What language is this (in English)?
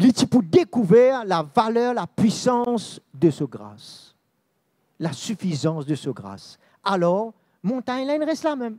Morisyen